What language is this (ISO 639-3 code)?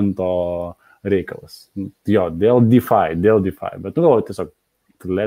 lit